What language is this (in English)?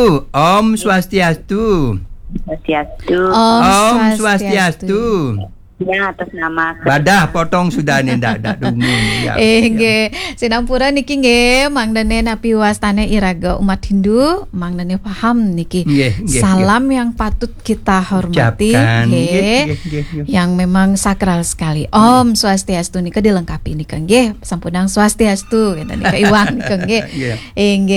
Balinese